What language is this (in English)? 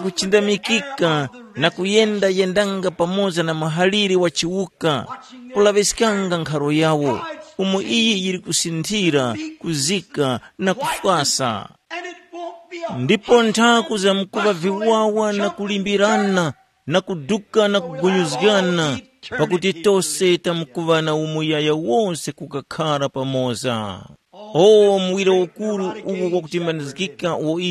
Tumbuka